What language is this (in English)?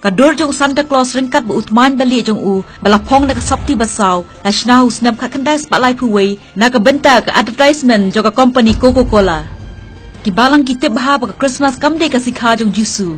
Khasi